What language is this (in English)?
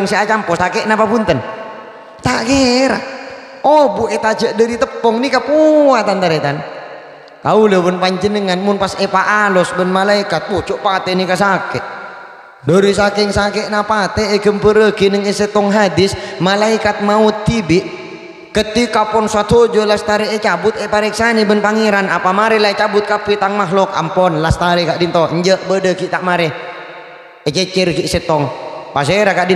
Madurese